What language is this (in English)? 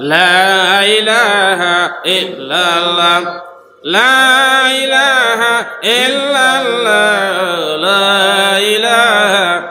Sylheti